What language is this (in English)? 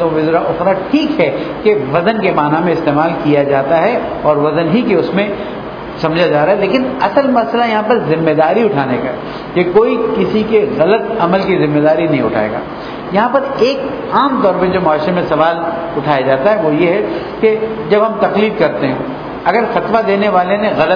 Urdu